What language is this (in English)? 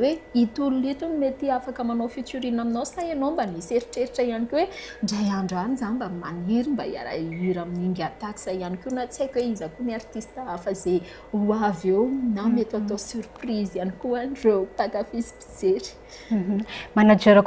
Malagasy